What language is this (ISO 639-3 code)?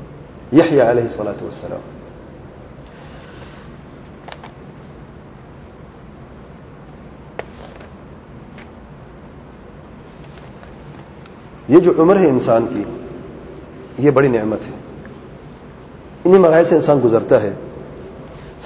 urd